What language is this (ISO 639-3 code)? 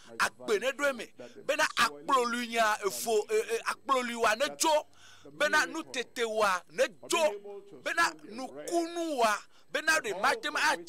ewe